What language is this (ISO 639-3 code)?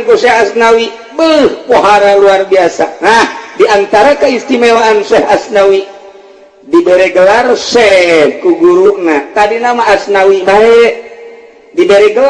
sun